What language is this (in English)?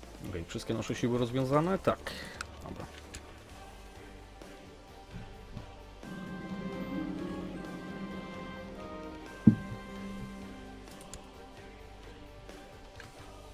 Polish